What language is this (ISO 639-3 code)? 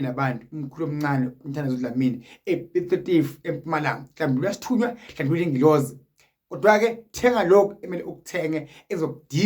zul